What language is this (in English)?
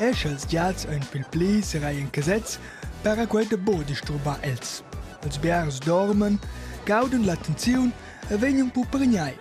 Romansh